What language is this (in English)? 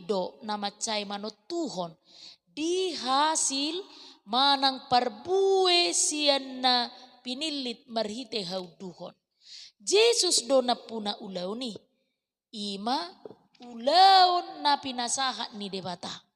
Batak Toba